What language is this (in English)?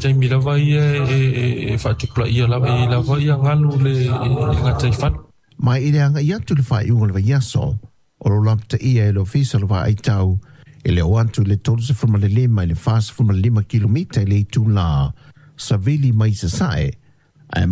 Samoan